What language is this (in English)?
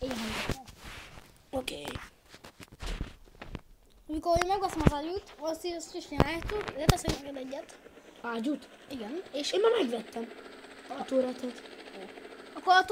Hungarian